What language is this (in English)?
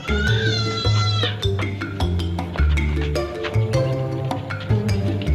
Banjar